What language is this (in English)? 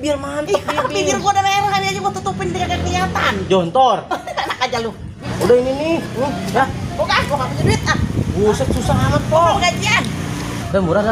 Betawi